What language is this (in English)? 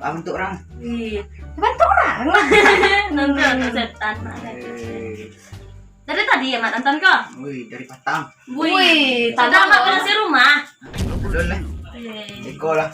Minangkabau